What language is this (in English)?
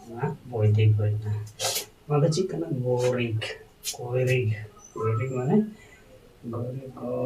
Santali